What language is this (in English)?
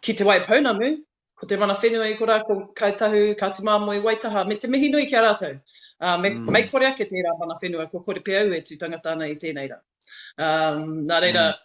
Māori